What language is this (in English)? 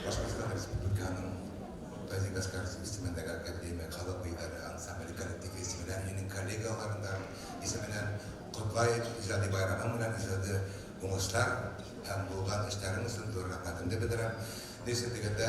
Bashkir